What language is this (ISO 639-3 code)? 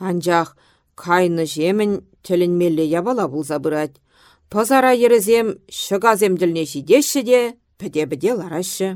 chv